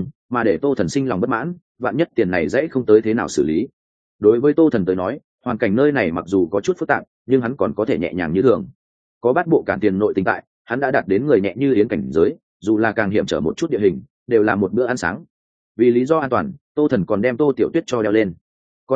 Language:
Vietnamese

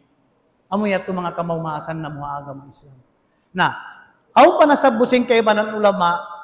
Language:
Tausug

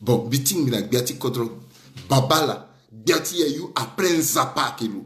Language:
Sango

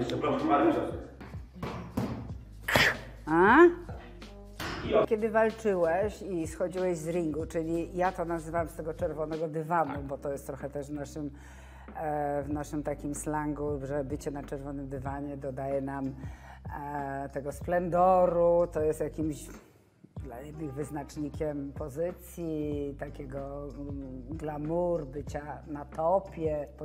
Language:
Polish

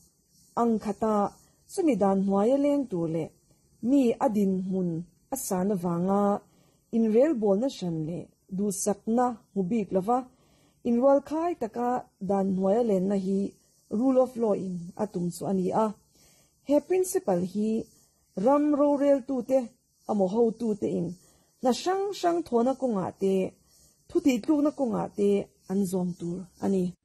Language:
Mizo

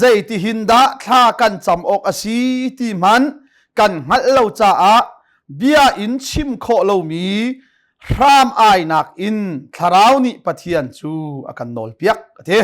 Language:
Hakha Chin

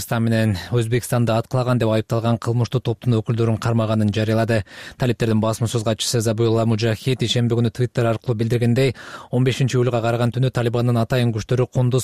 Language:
Kyrgyz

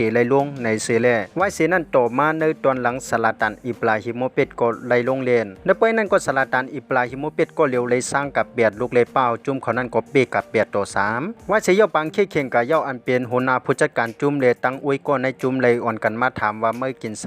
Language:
Shan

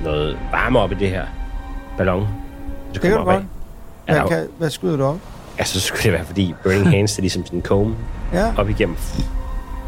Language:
Danish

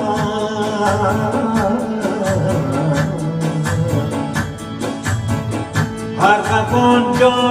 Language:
Persian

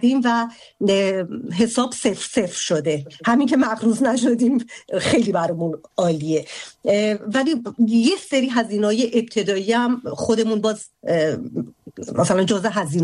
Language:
Persian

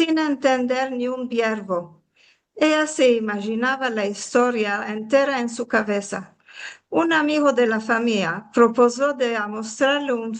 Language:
Ladino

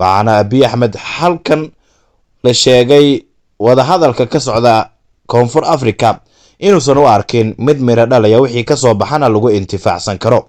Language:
Somali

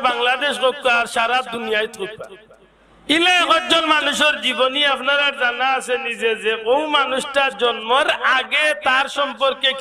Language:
Sylheti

